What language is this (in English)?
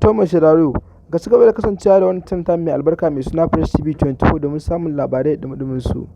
Hausa